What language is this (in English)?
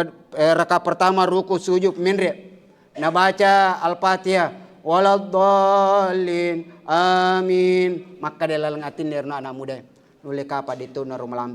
Buginese